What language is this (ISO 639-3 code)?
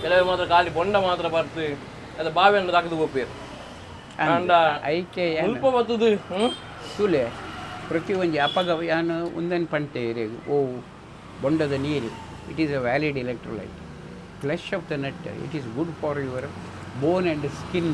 tcy